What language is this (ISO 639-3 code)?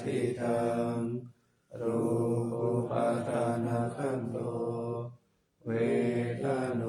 pli